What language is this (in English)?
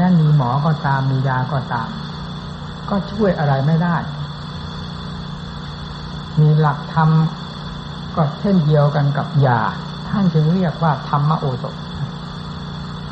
Thai